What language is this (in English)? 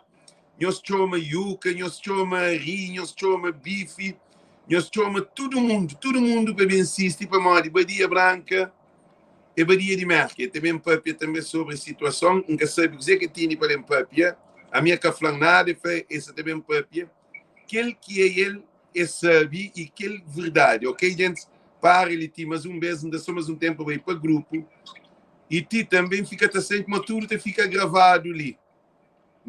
Kabuverdianu